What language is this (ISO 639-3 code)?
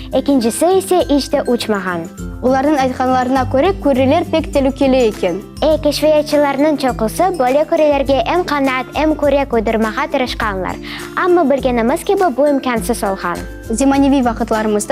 crh